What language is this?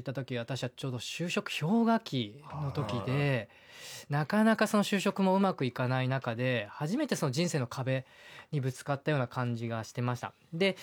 Japanese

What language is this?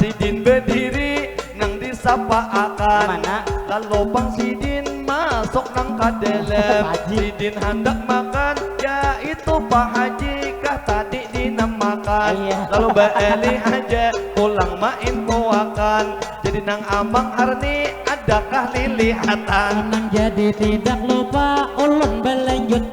Banjar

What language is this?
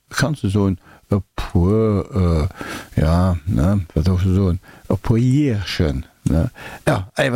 Luxembourgish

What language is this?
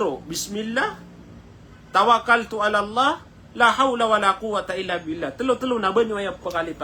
Maranao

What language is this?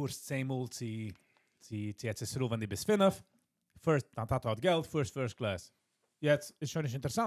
Yiddish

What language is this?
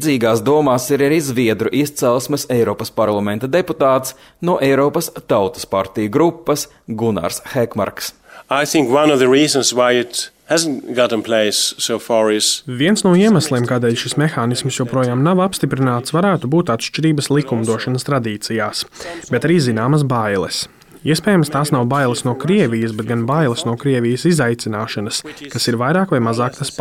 Latvian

